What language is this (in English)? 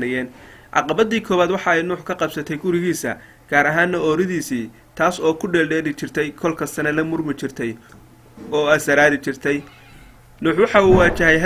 Somali